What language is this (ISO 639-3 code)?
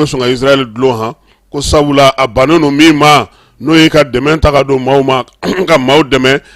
bam